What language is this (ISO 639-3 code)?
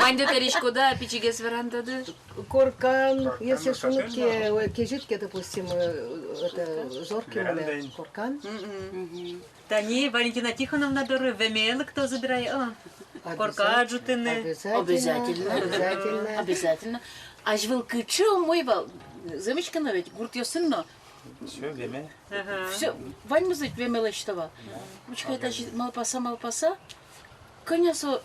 udm